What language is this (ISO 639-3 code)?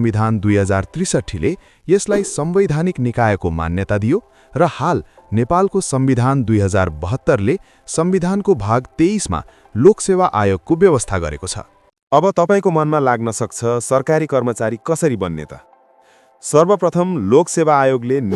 nep